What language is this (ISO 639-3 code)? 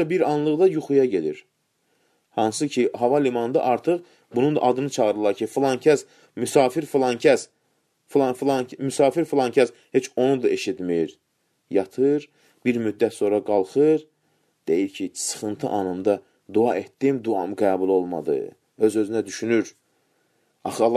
aze